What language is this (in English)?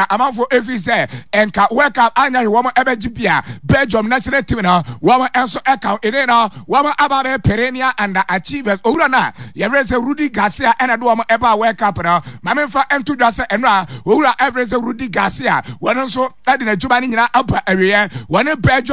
Akan